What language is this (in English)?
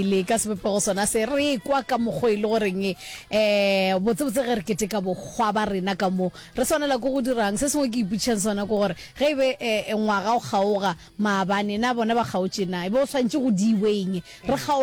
Northern Sotho